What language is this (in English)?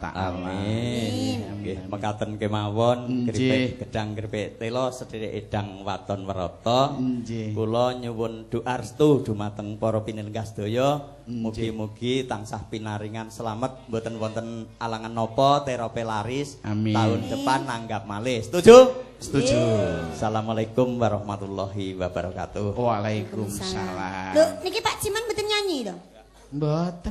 Javanese